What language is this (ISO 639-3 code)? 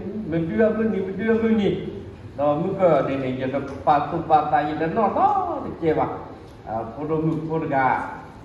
ksw